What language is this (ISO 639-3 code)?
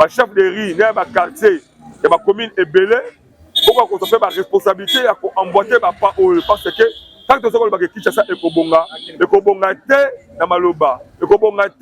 lin